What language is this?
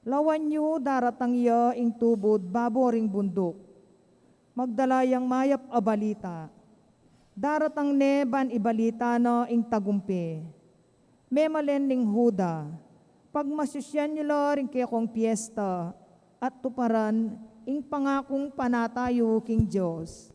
Pampanga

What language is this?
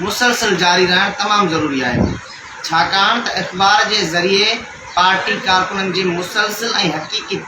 Sindhi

